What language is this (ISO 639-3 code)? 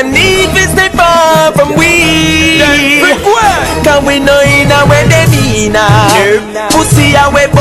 jam